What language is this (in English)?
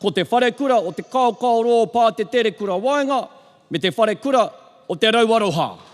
Māori